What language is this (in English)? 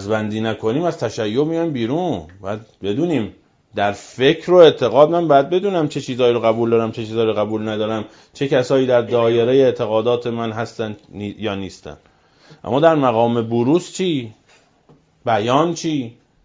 Persian